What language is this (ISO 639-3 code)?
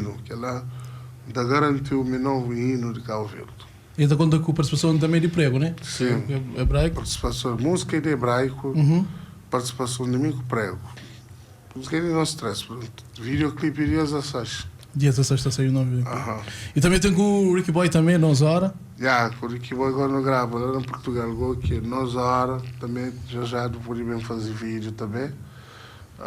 kea